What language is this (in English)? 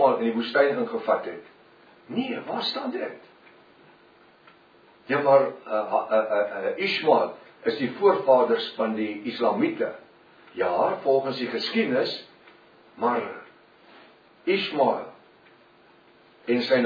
Afrikaans